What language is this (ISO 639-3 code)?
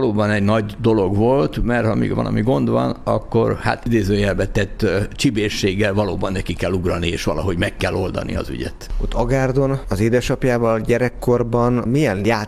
hun